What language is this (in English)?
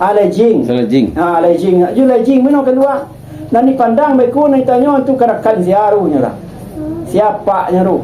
Minangkabau